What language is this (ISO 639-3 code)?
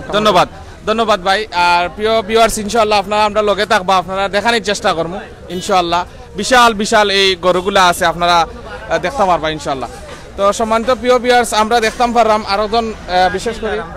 syl